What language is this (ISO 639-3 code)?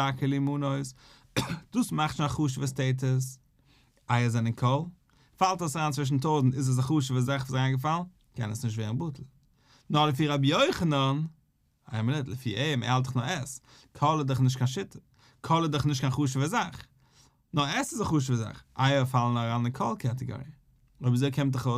yid